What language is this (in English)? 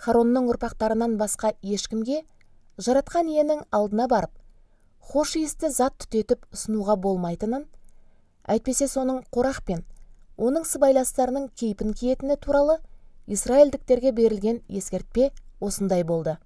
Kazakh